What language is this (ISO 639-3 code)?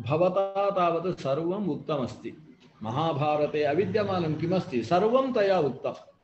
san